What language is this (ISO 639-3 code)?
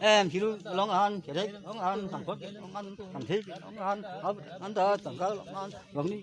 mjw